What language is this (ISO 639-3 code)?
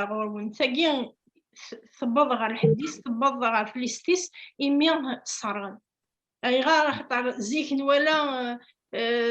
kab